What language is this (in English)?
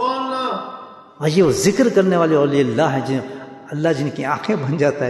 Urdu